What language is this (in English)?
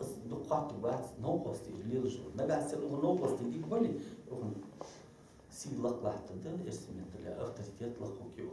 Ingush